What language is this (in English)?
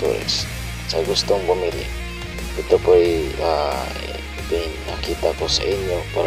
Filipino